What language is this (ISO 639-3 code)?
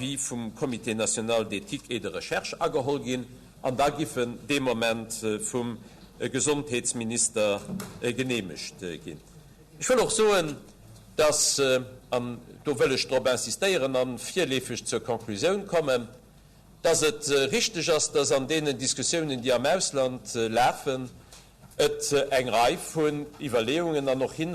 ltz